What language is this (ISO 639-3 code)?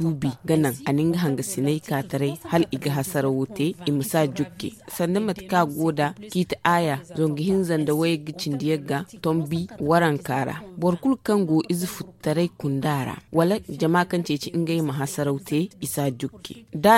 dje